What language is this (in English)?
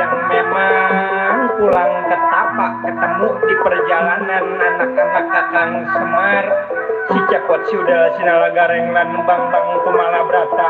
Betawi